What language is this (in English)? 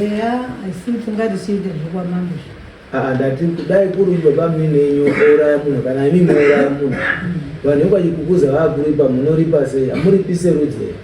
Shona